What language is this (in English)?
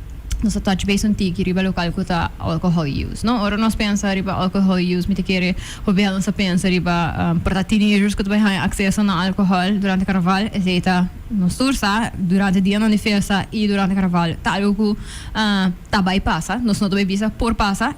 Papiamento